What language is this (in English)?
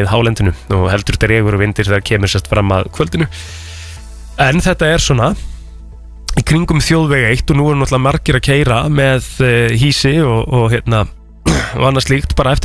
Icelandic